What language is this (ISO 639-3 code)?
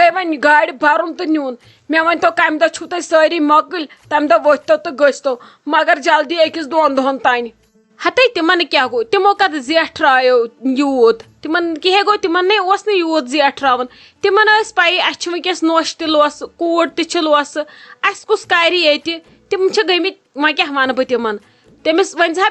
kas